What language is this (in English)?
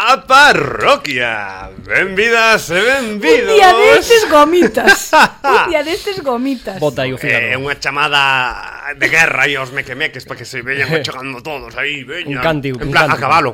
Galician